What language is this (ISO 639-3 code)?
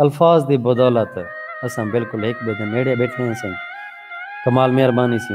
skr